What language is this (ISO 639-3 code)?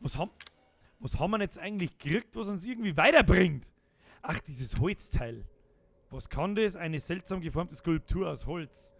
bar